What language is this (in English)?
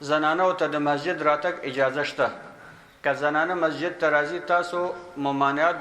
Pashto